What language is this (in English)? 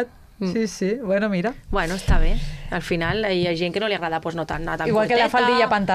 Catalan